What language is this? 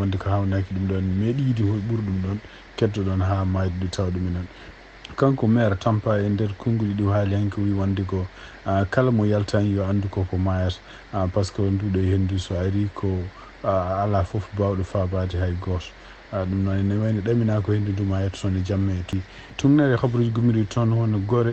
Fula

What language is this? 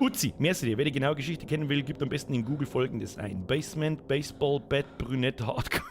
Bavarian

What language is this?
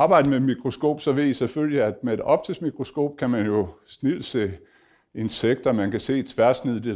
Danish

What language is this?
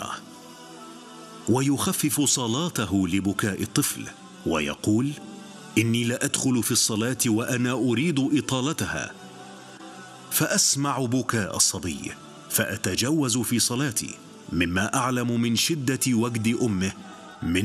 Arabic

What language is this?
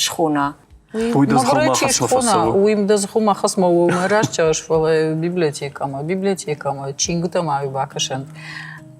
Ossetic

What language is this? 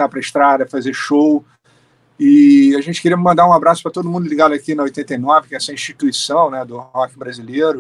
Portuguese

